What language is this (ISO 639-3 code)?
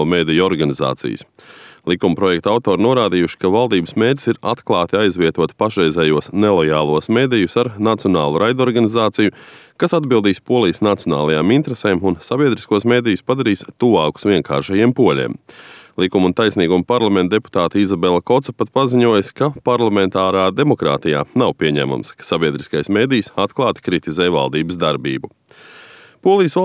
lav